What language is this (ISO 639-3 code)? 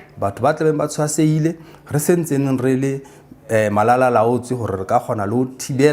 sot